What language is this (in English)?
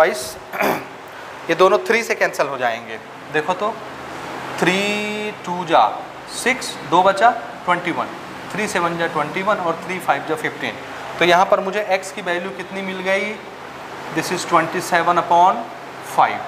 Hindi